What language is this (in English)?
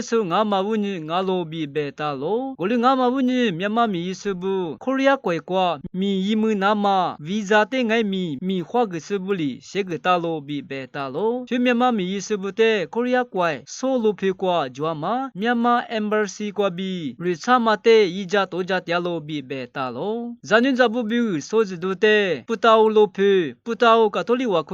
Lisu